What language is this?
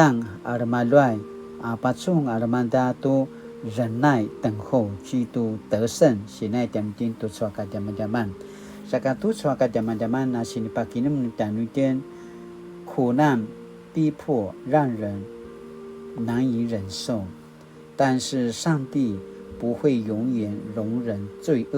Paiwan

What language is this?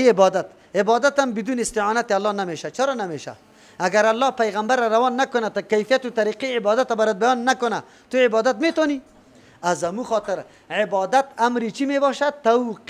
Persian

